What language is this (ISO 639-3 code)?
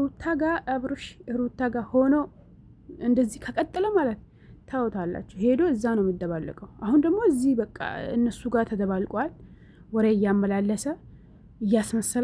amh